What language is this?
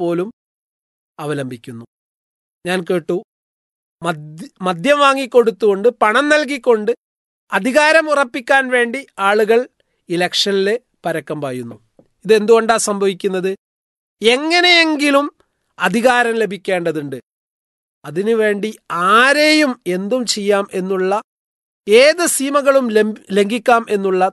Malayalam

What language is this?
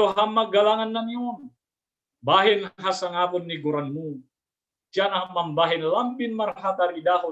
Batak Simalungun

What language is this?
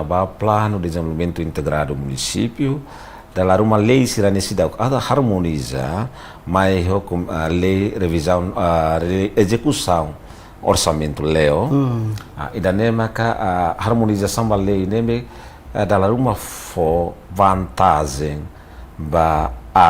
Tetum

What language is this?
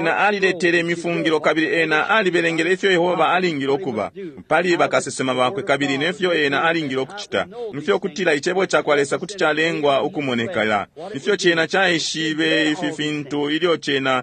Bemba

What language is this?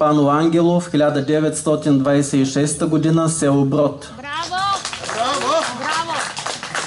Bulgarian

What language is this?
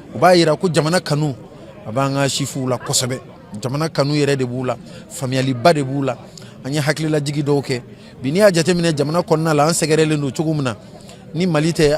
Bambara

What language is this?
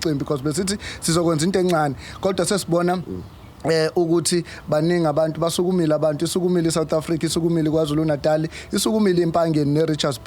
Zulu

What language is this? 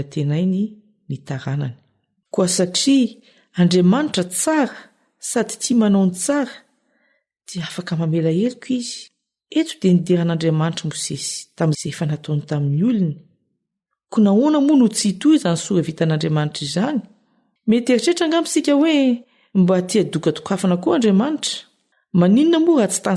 Malagasy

